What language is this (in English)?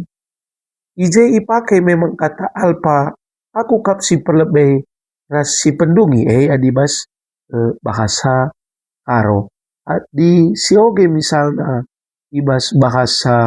Batak Karo